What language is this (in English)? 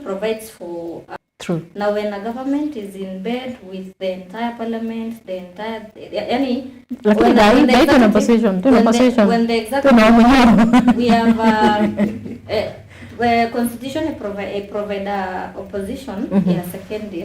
Meru